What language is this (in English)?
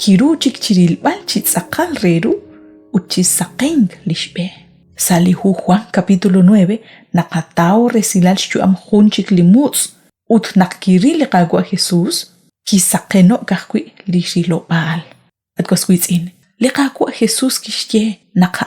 Kekchí